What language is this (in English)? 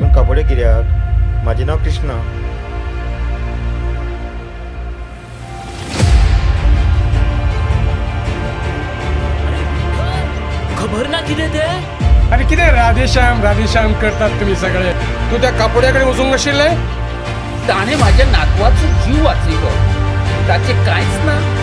Konkani